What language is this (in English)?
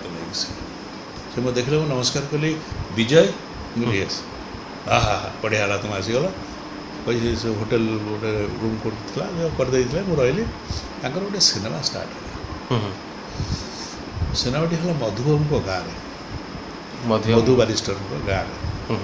Odia